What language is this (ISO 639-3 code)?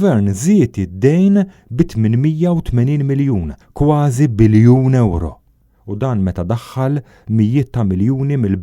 mlt